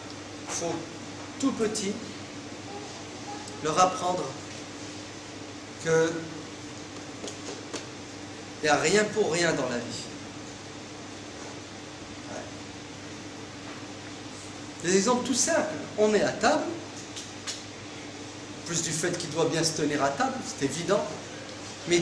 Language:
French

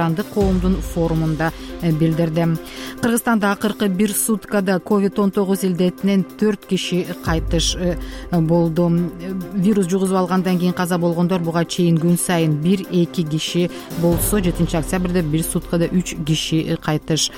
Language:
Kyrgyz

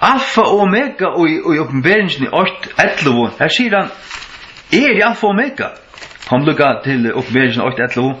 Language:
Faroese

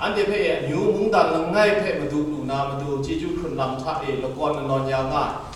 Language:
Kachin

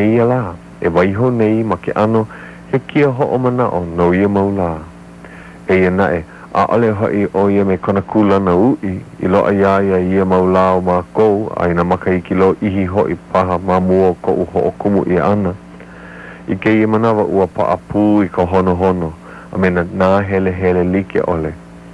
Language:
Hawaiian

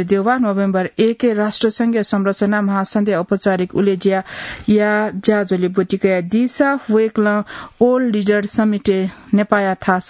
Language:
Newari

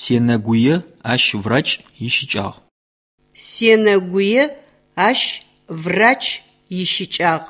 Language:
Adyghe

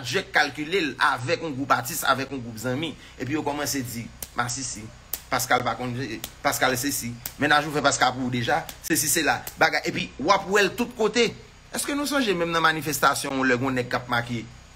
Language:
Haitian Creole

